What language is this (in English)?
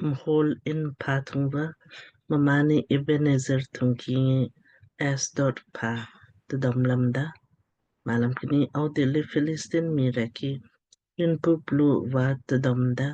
Lamkang